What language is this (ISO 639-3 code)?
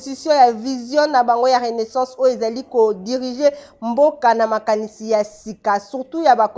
lin